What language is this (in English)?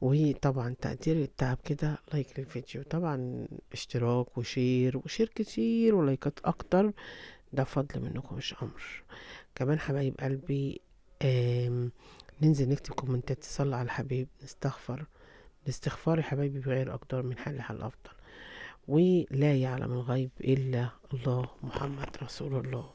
Egyptian Arabic